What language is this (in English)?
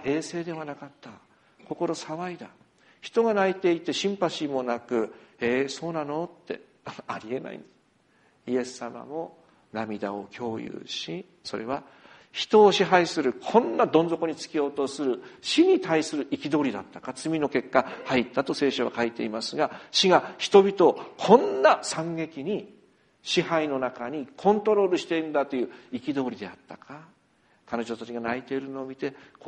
Japanese